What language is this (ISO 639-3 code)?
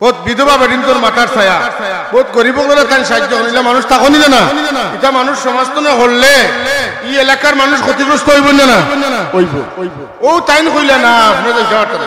syl